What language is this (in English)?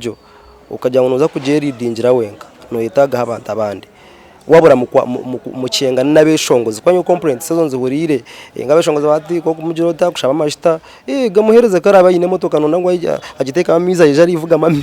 Nyankole